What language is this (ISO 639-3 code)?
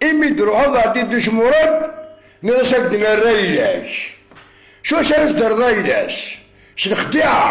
kab